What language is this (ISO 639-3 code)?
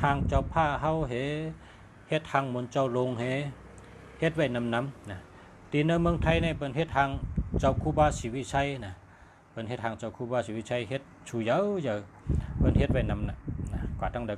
shn